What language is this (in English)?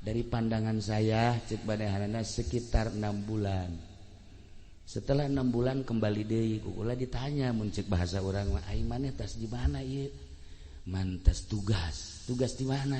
Sundanese